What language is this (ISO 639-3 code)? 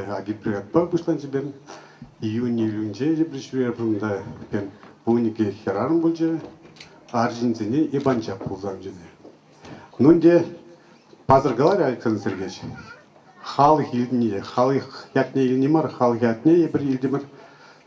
chv